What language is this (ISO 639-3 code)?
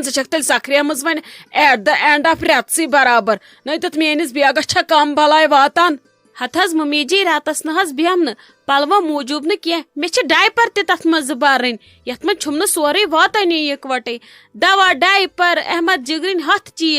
kas